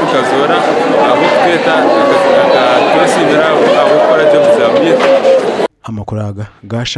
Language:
Nyankole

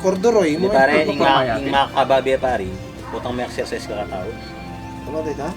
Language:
Pampanga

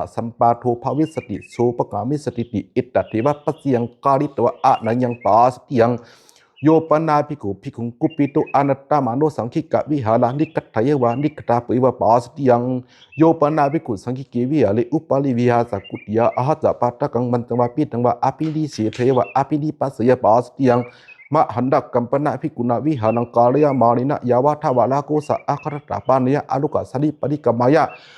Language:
Pali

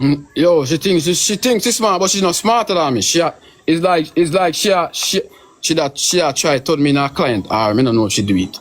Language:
Jamaican Creole English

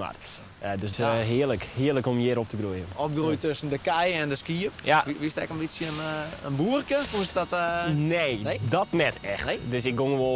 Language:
Western Frisian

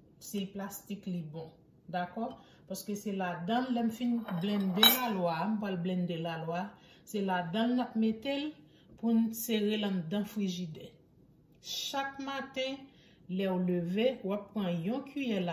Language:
Haitian Creole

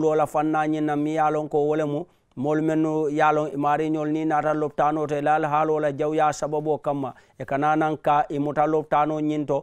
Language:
Mandingo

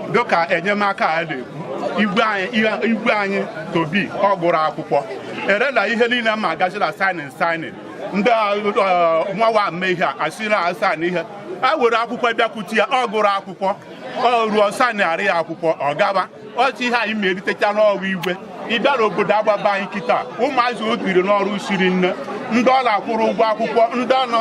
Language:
Igbo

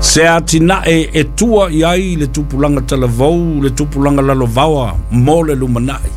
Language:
Samoan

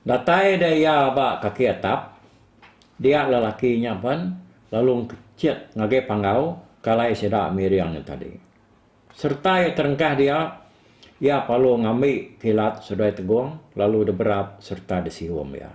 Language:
Iban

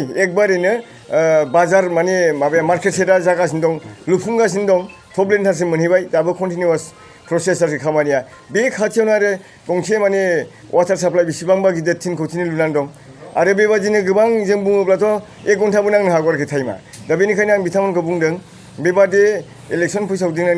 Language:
Bodo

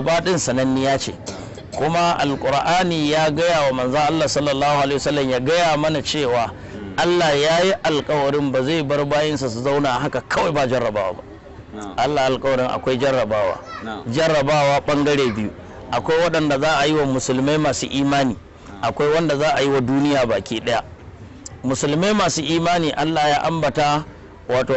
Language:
Hausa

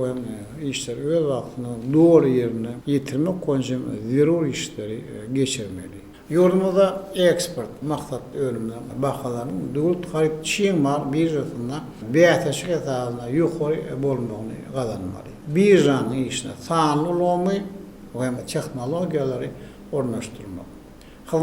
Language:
Turkmen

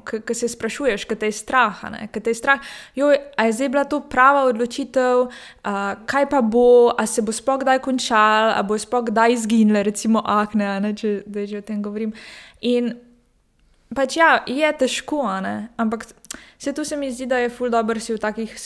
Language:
Slovenian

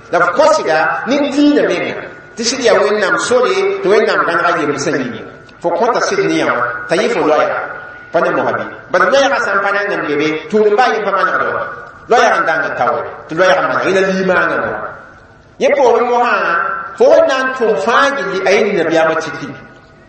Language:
Mossi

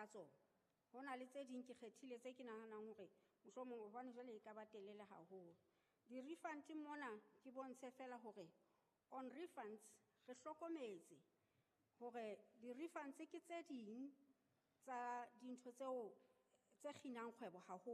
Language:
Southern Sotho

